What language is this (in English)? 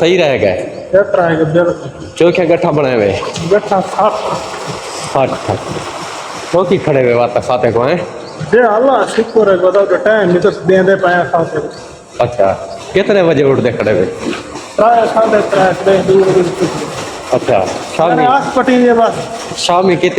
Saraiki